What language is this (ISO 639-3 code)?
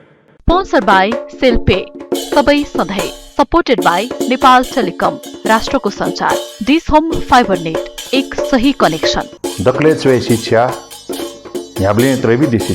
new